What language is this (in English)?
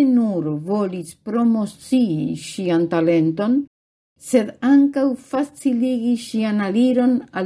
Esperanto